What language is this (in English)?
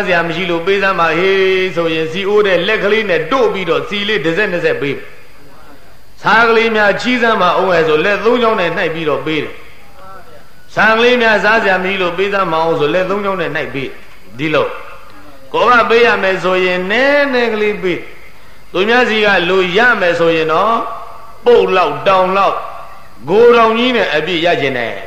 Burmese